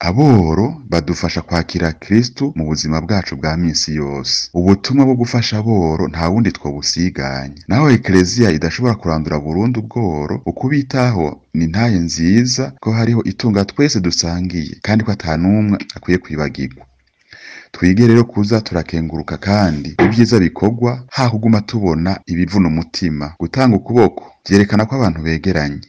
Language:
Rundi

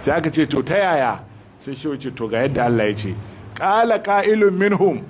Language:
Hausa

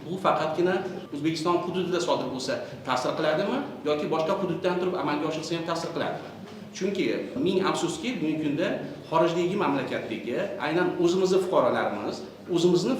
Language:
Uzbek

